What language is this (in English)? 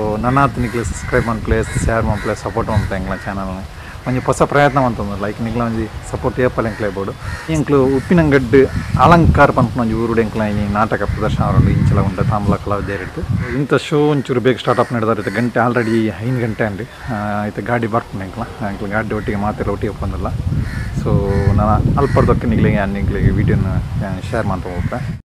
Tulu